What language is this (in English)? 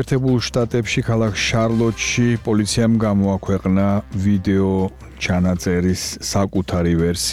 Georgian